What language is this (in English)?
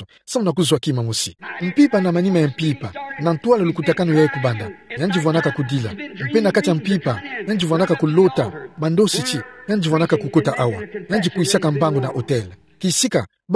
Kituba (Democratic Republic of Congo)